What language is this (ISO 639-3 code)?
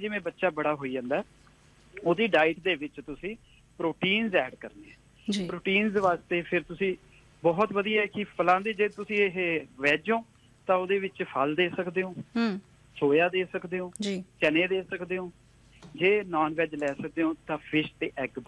pan